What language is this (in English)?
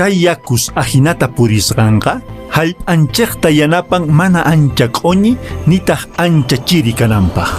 Quechua